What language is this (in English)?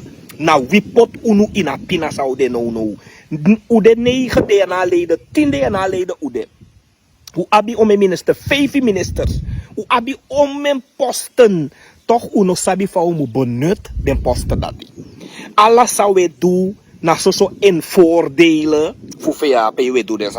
Sranan Tongo